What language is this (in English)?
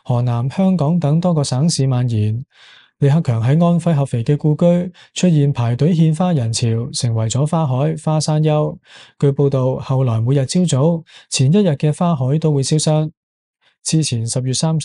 Cantonese